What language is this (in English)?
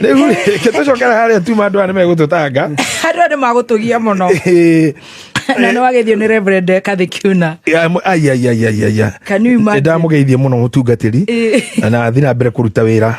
Kikuyu